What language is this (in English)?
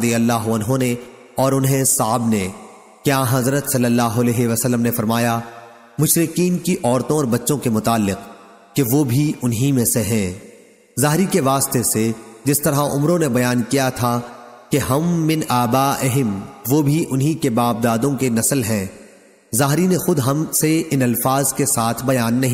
Urdu